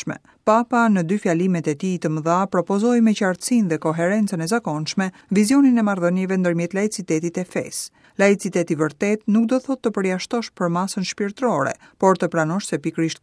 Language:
Albanian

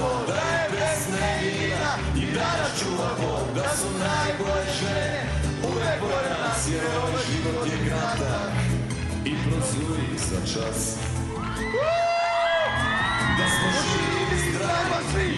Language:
Serbian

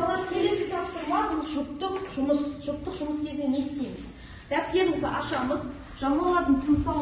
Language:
Kazakh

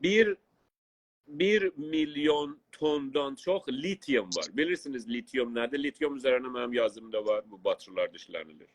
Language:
South Azerbaijani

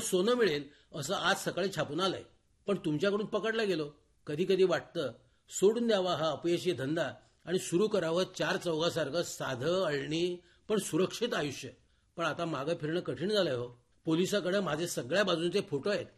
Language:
Marathi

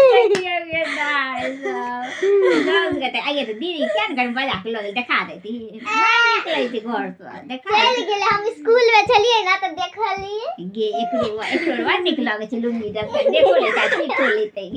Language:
Maithili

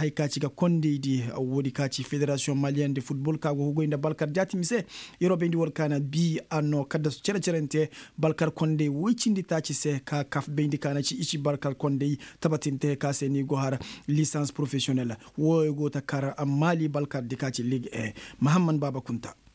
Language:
Koyraboro Senni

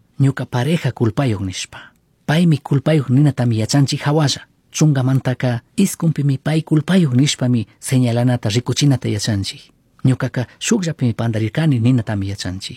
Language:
Chimborazo Highland Quichua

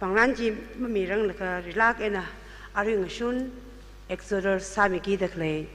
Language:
Tangkhul Naga (India)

